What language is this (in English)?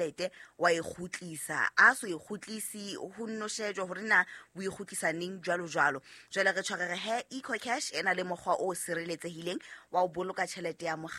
Southern Sotho